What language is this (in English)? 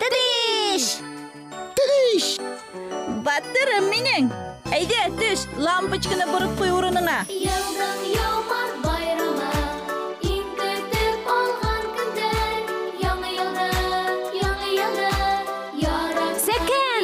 Bashkir